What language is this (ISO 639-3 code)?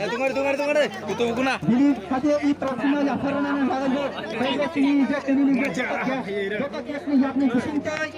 trp